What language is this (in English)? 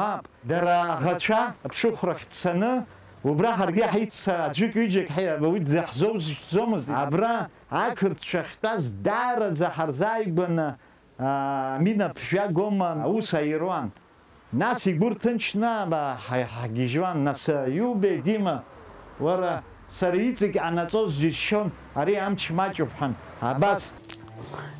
Abkhazian